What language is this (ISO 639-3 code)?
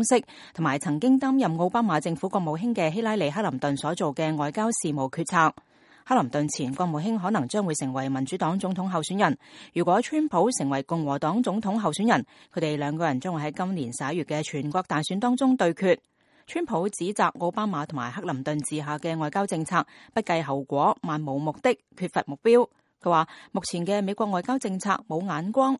yue